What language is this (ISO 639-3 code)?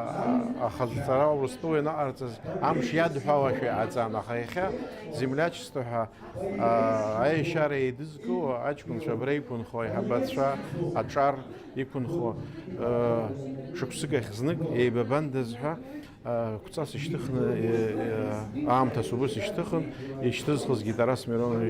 abk